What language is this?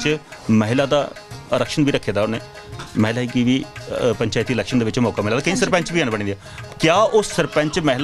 Dogri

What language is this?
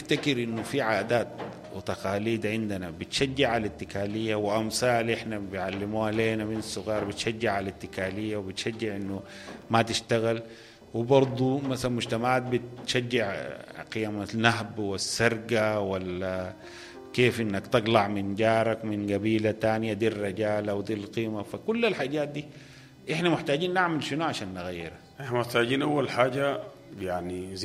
Sudanese Arabic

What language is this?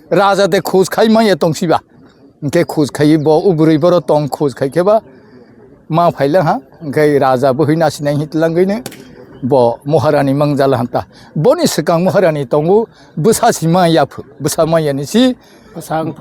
Kok Borok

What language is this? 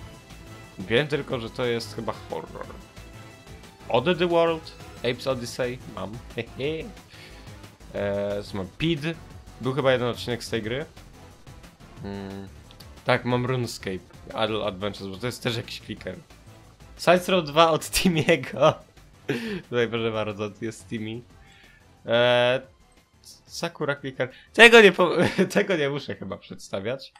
Polish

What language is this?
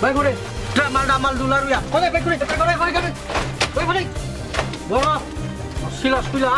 Riang (India)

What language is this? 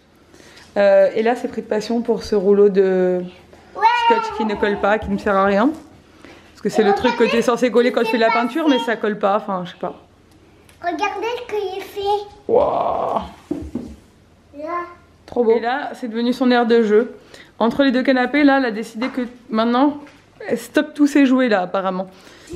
French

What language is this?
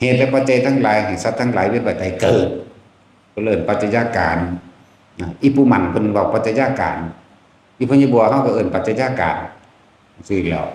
Lao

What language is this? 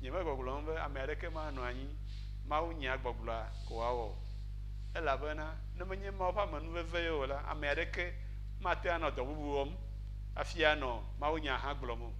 Ewe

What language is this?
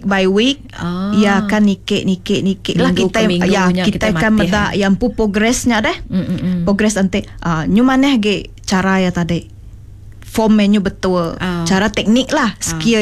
Malay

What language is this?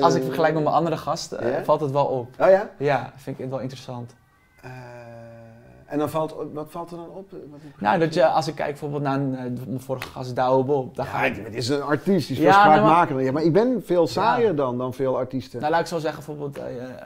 Dutch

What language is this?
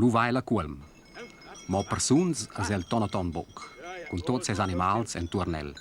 Romansh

